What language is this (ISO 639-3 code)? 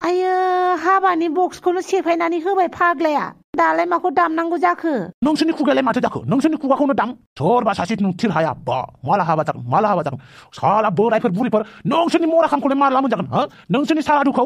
brx